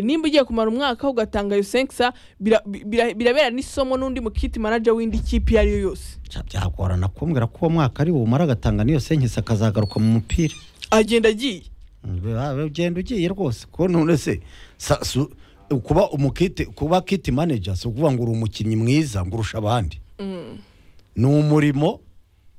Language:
Kinyarwanda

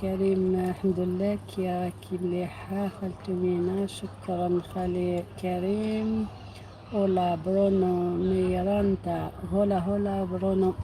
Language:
Algerian Arabic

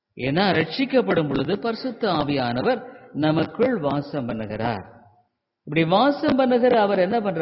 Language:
Tamil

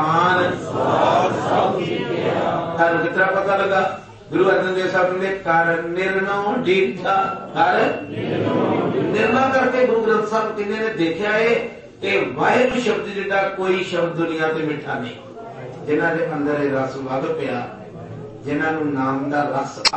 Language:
Punjabi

